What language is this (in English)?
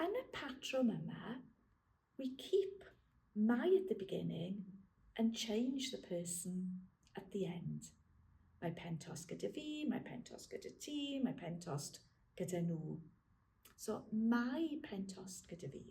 Welsh